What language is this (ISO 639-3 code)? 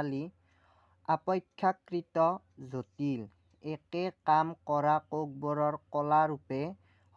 asm